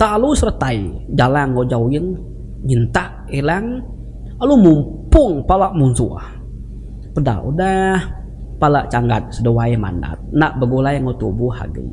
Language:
Iban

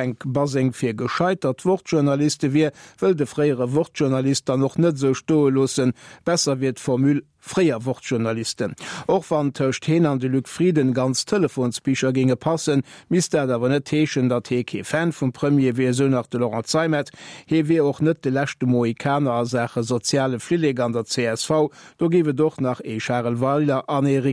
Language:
Luxembourgish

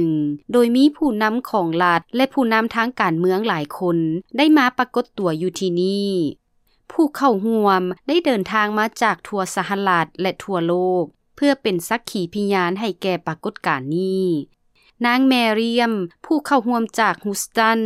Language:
Lao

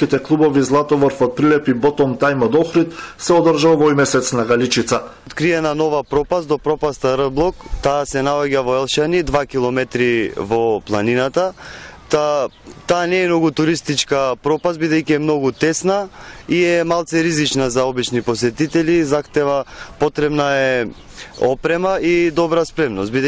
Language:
Macedonian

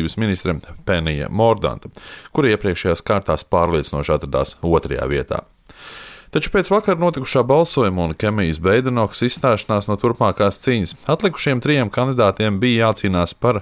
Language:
Latvian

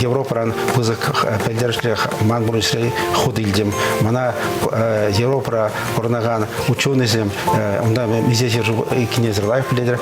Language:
Chuvash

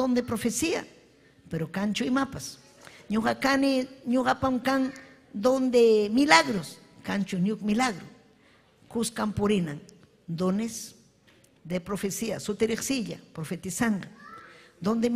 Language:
Ayacucho Quechua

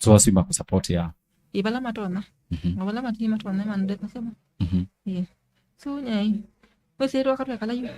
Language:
Kamba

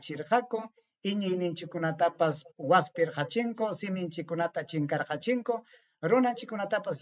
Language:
Ayacucho Quechua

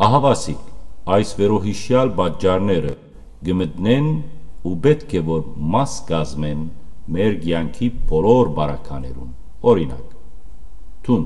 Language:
Western Armenian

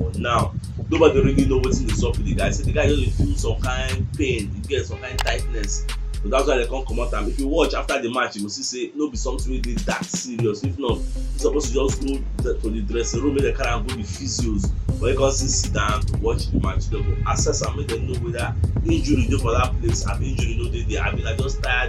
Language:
Nigerian Pidgin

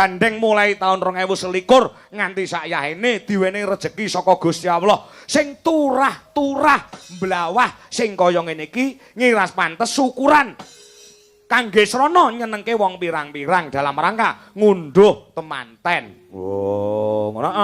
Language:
Javanese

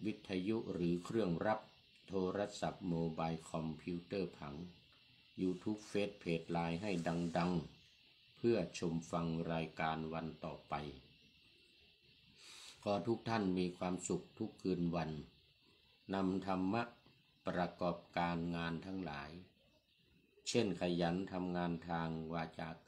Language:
Thai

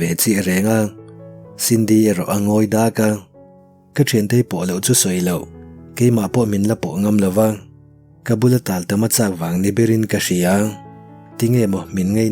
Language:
Mizo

